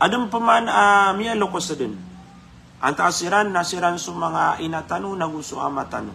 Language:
Maranao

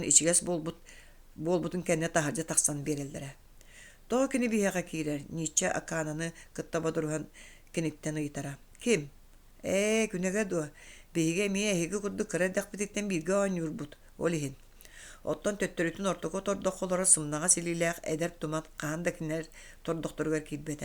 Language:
Yakut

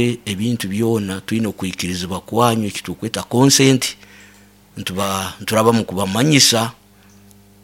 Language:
Nyoro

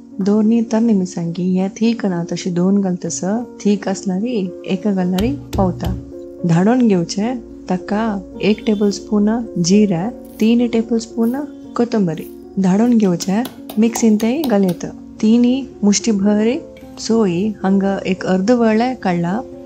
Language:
Konkani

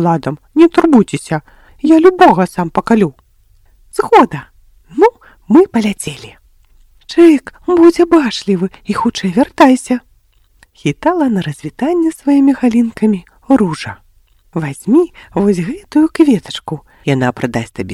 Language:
Belarusian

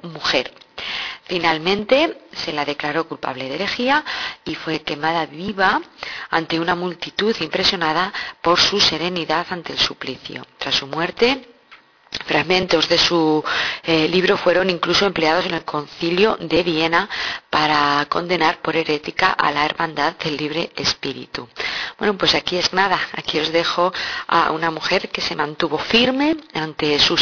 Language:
Spanish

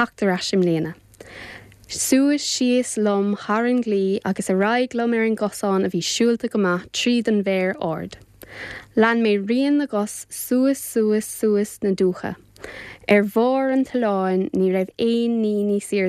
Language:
Irish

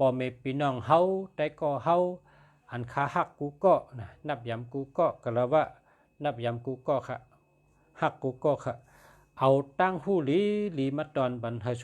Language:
Shan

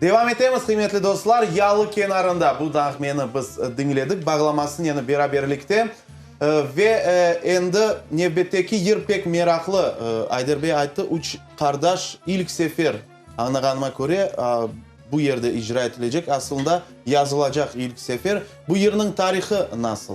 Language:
Crimean Tatar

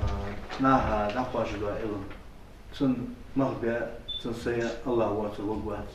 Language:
Ingush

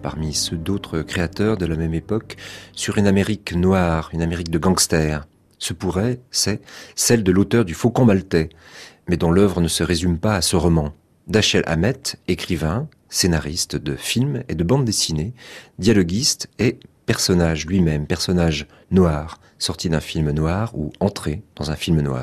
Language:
French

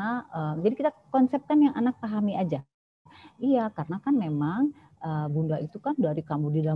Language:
Indonesian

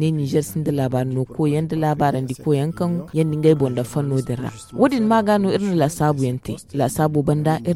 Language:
Zarma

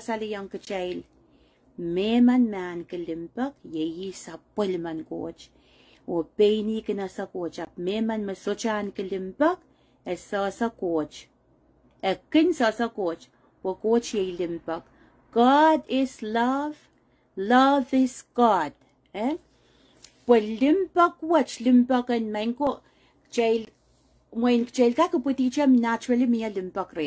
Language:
Pohnpeian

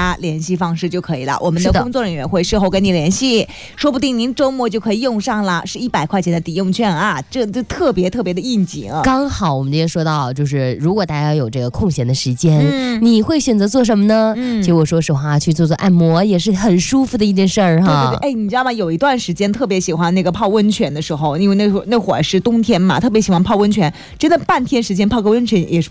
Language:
Chinese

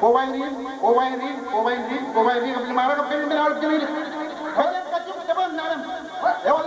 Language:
Marshallese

